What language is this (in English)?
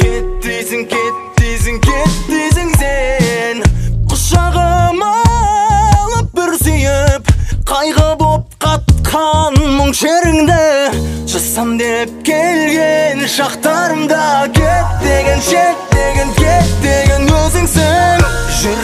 Kazakh